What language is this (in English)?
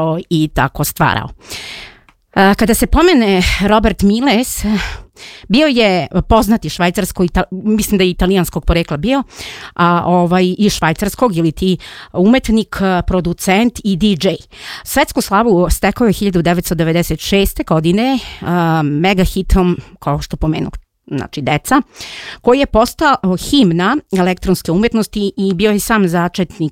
Serbian